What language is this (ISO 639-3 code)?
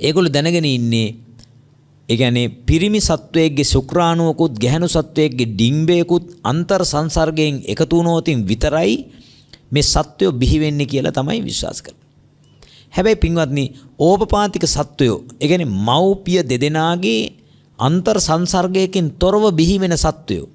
sin